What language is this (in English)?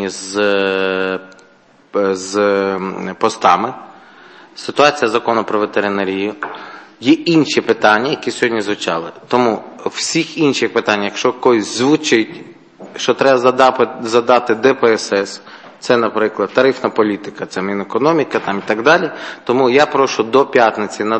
Ukrainian